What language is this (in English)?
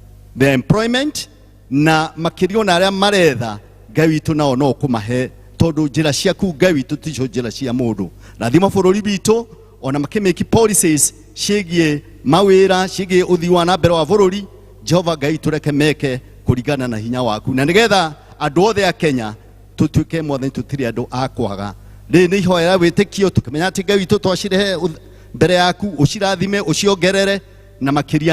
Kikuyu